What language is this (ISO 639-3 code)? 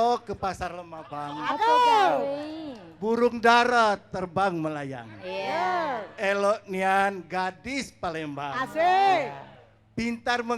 mui